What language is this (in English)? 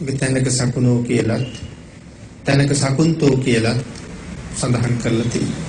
Sinhala